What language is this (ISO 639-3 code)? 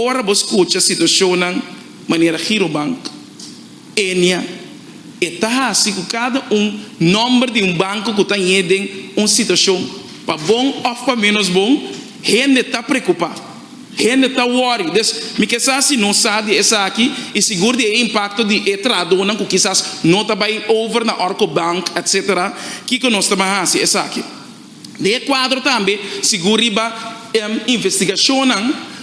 pap